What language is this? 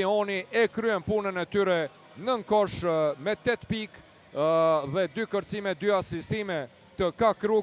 Albanian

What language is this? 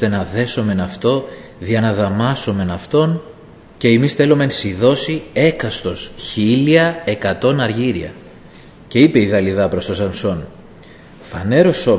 Greek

